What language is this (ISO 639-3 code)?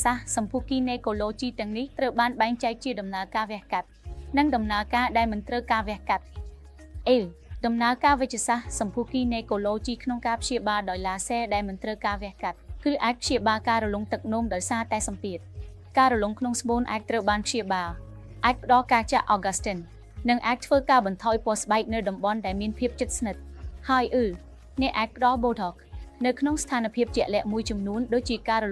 khm